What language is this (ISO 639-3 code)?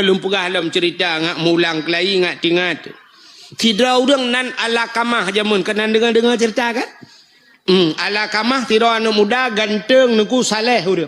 ace